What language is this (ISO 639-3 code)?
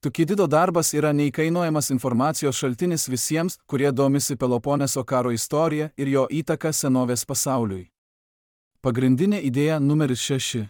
lit